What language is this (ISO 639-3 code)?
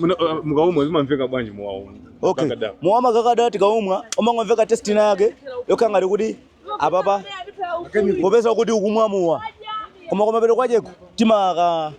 nya